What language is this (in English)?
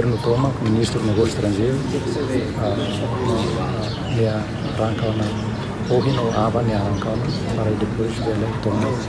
Tetum